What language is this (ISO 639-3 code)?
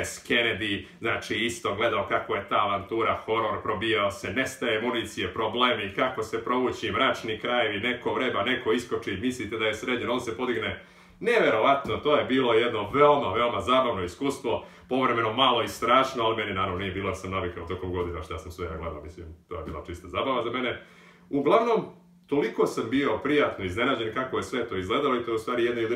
srp